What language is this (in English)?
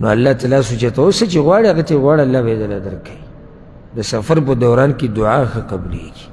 Pashto